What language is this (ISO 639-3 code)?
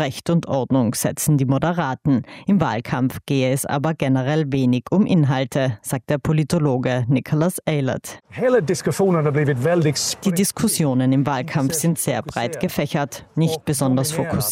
deu